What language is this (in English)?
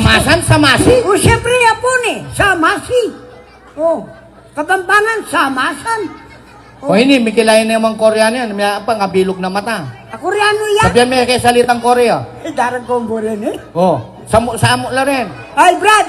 Pampanga